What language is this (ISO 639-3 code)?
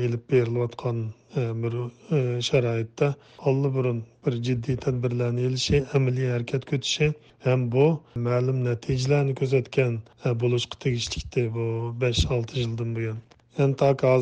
uig